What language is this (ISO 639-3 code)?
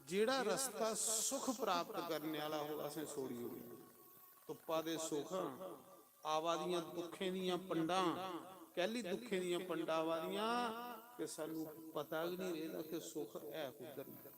doi